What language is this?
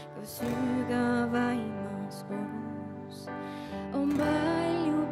Estonian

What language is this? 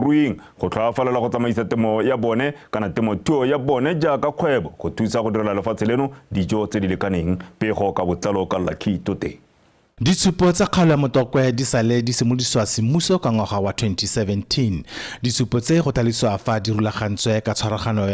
Tswana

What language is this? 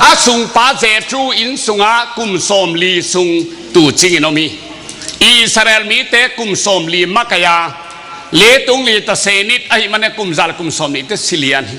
Tedim Chin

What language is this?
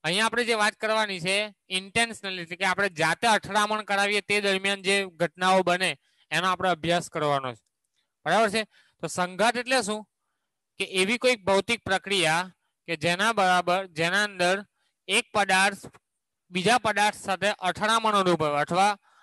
Gujarati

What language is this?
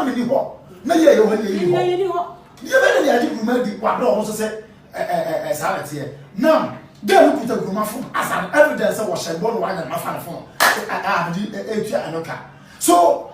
Akan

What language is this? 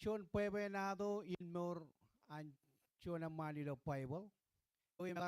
Marshallese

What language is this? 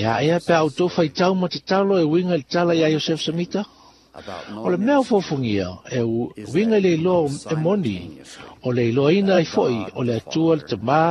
Samoan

